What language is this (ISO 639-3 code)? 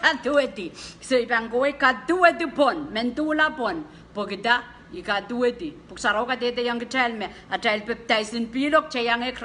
pon